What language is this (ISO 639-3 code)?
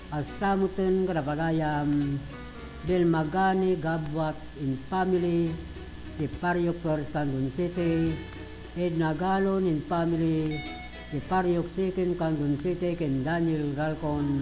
ilo